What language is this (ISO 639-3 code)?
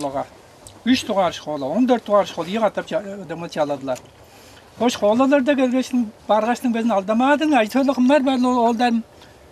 tyv